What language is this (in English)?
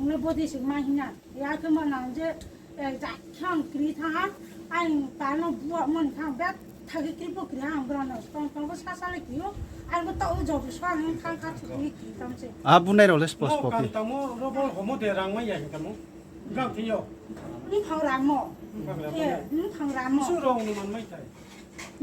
Riang (India)